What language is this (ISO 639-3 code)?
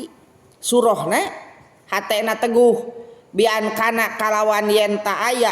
sun